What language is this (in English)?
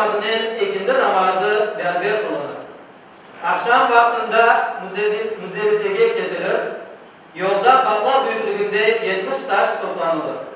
Crimean Tatar